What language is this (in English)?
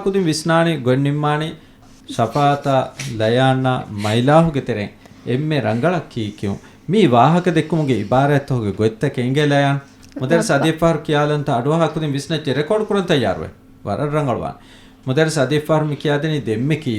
Divehi